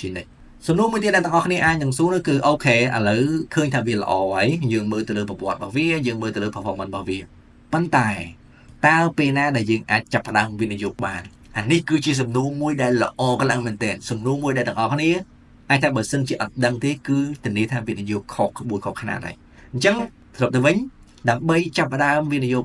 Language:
Khmer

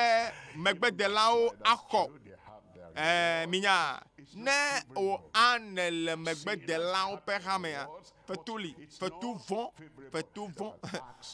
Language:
Ewe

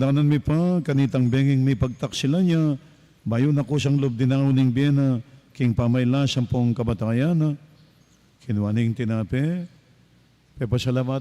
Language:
Pampanga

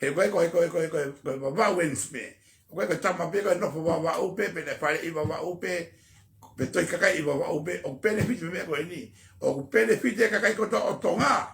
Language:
Tongan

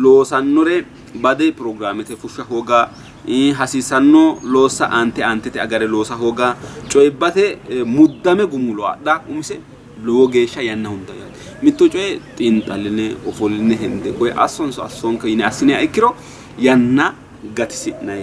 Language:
Sidamo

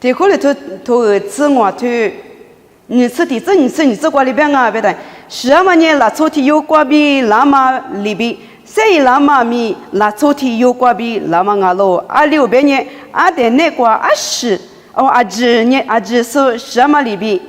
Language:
Lisu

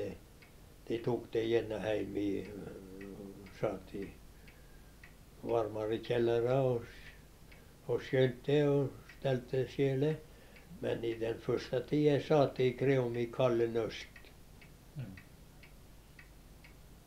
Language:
Norwegian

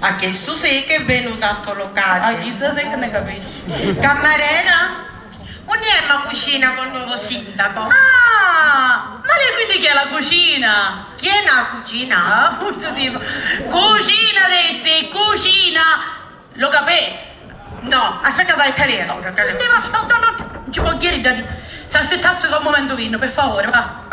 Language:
Sicilian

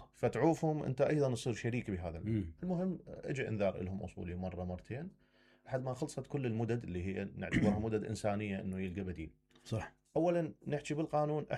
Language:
Mesopotamian Arabic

